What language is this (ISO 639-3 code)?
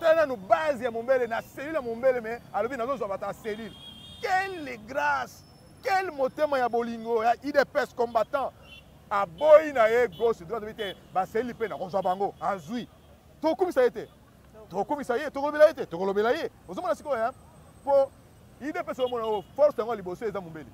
lin